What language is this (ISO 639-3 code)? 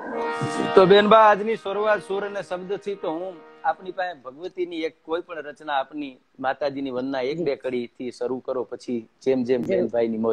guj